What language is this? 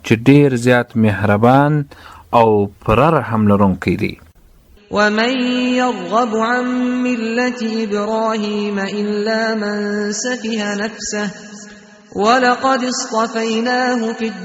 Pashto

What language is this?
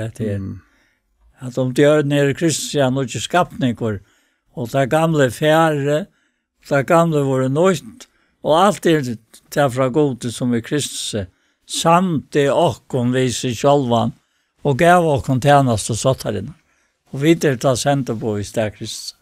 Faroese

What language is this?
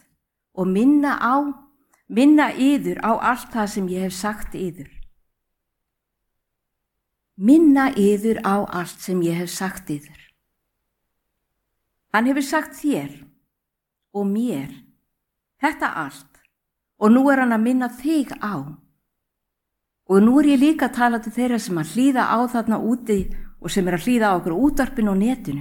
Icelandic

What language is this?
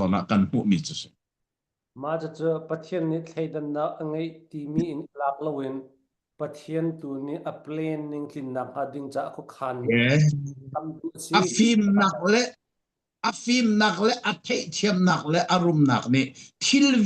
Falam Chin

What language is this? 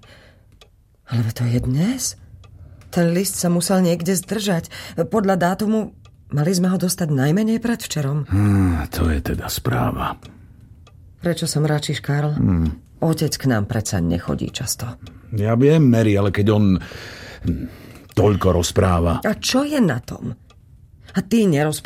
Slovak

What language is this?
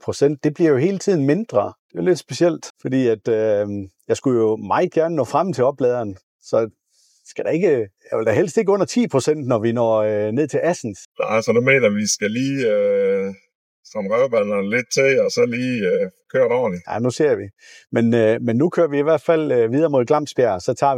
Danish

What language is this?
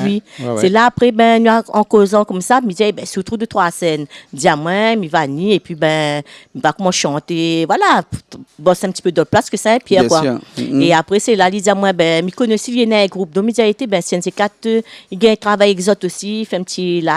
Réunion Creole French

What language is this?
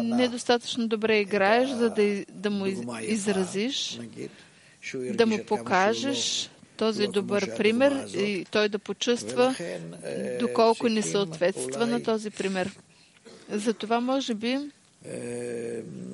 Bulgarian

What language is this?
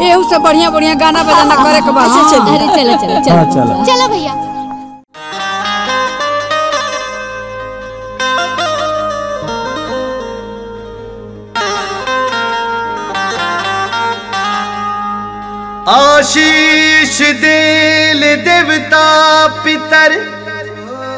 Bhojpuri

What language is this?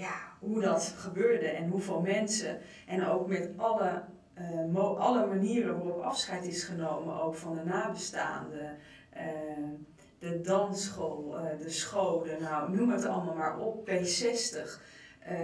Dutch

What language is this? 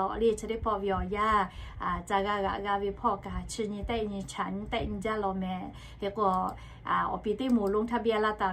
Lahu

